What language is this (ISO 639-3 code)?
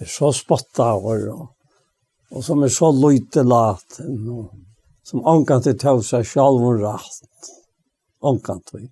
fao